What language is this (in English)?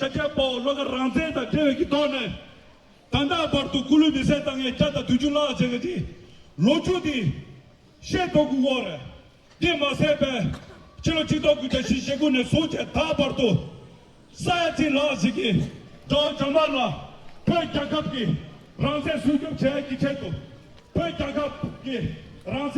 Tibetan